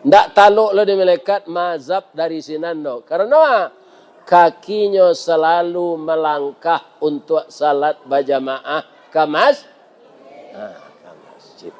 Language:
Minangkabau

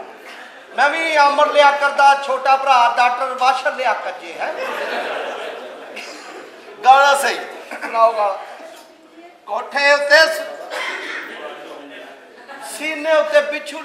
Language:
Punjabi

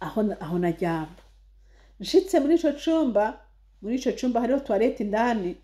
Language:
Rundi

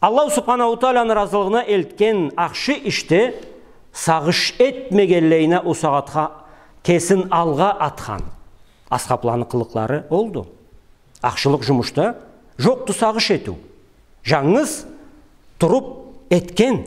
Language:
Karachay-Balkar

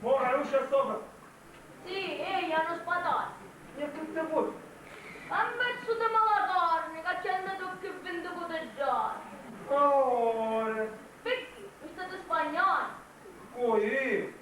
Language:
Sicilian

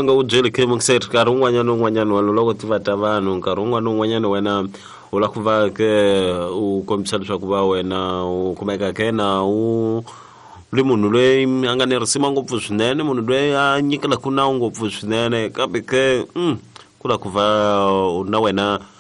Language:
Tsonga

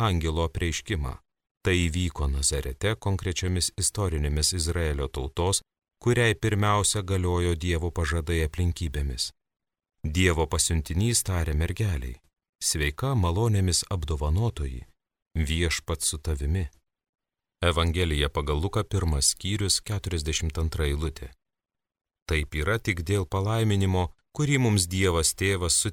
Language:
Lithuanian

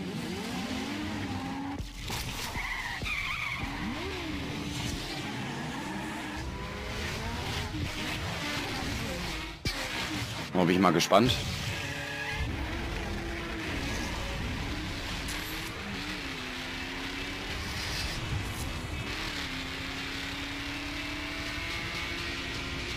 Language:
German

